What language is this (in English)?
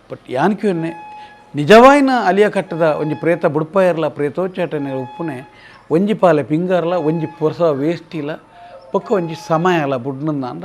Tulu